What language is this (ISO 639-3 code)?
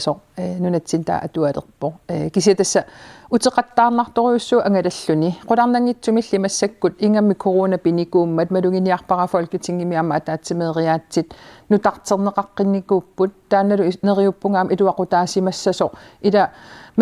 kal